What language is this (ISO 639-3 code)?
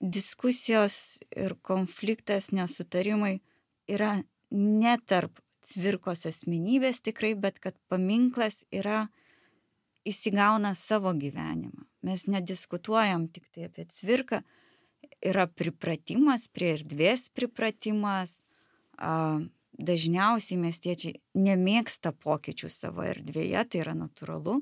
lit